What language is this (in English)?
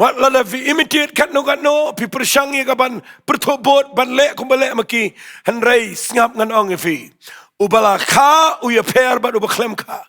Khasi